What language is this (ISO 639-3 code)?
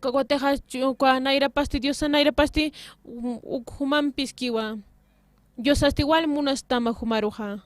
aym